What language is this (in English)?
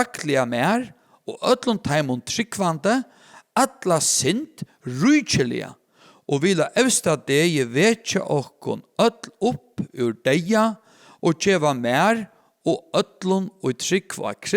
Faroese